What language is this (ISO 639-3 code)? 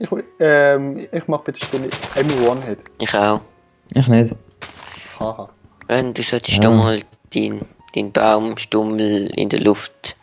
gsw